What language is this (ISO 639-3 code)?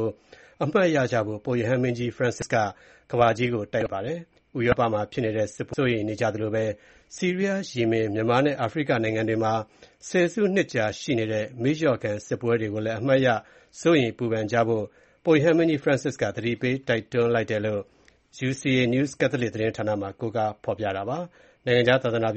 mya